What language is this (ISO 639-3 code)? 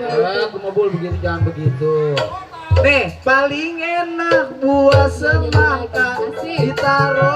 bew